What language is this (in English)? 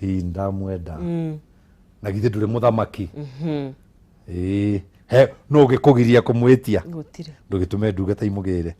Kikuyu